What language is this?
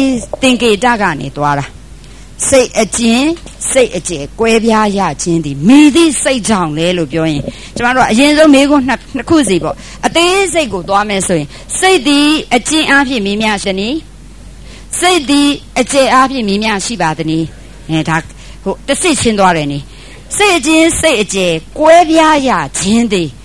Burmese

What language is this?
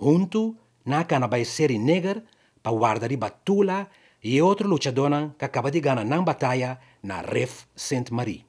Papiamento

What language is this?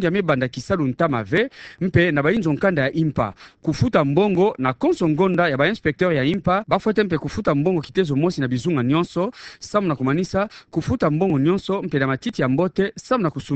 Kituba (Democratic Republic of Congo)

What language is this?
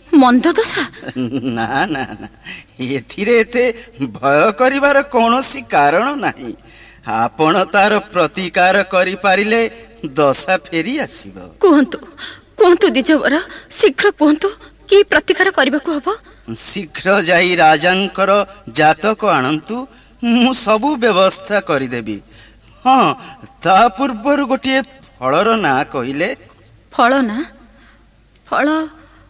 Odia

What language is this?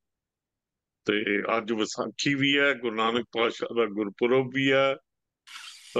Punjabi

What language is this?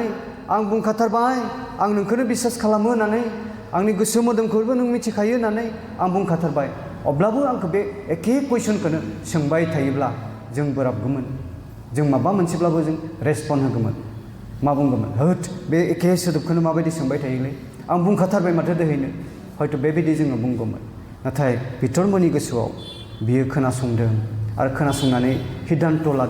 Bodo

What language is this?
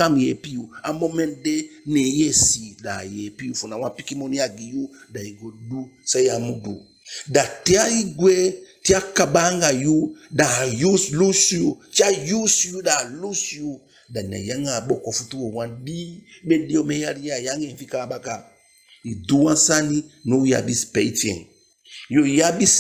Eastern Maroon Creole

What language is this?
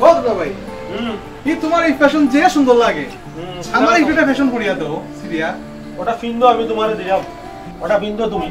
Sylheti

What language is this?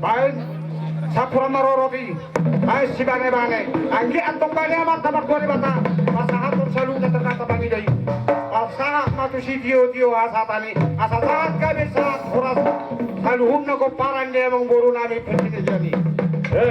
Batak Toba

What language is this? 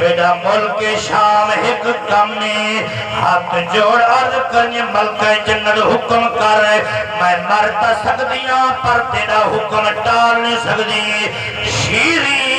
Saraiki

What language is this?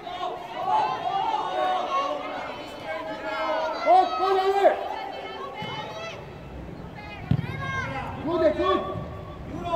Slovak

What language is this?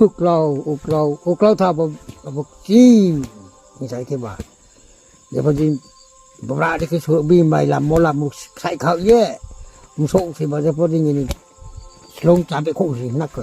Riang (India)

